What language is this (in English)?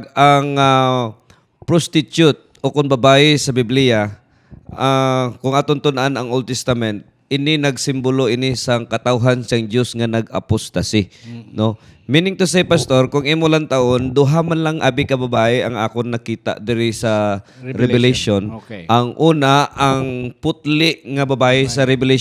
Hiligaynon